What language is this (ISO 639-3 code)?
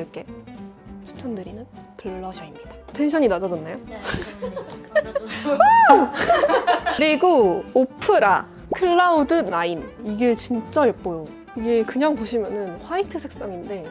kor